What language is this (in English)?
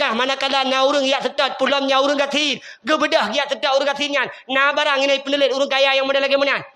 Achinese